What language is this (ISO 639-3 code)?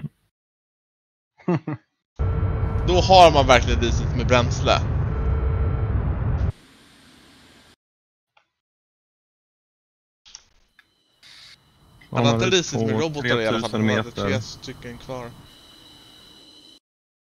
swe